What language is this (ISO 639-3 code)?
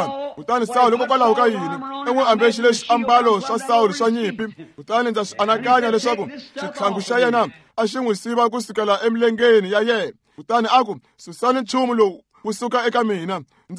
tso